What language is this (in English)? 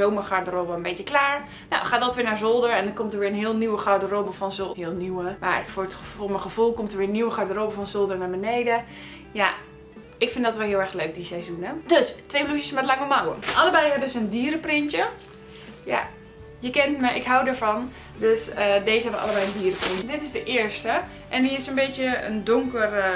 Dutch